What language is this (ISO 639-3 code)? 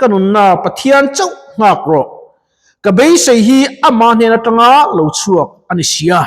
lus